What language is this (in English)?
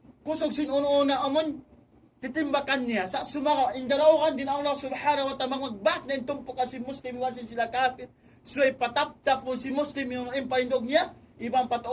Tausug